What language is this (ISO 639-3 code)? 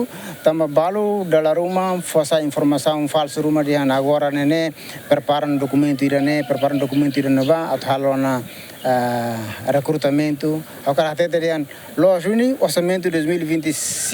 tet